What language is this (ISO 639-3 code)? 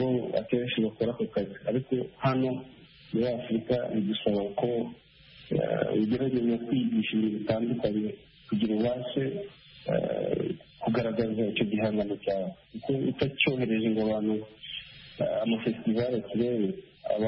kin